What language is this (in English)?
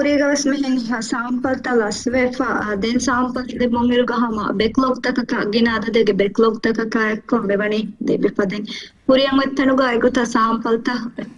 Divehi